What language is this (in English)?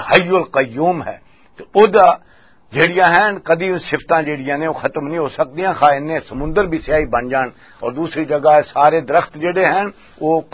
Western Panjabi